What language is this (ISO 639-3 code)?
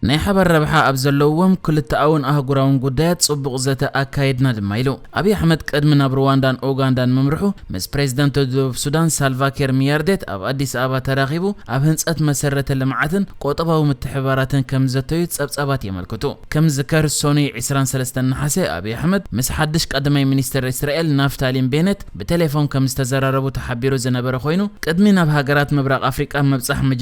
tir